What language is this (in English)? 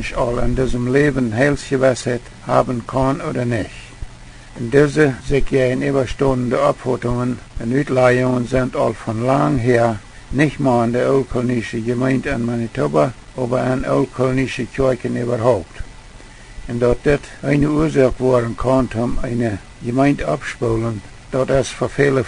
Plautdietsch